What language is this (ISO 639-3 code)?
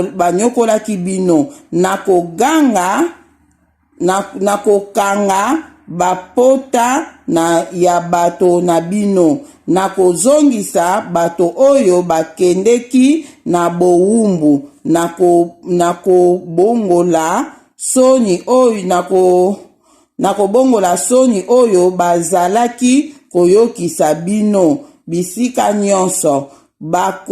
lin